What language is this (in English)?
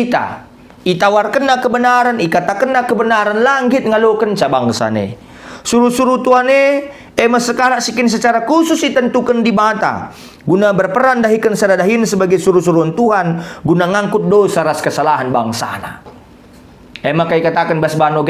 Batak Karo